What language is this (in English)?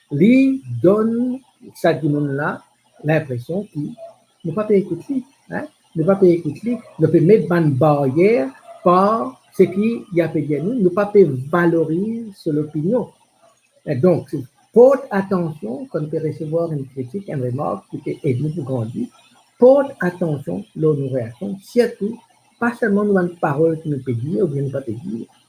Morisyen